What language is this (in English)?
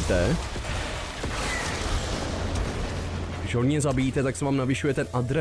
Czech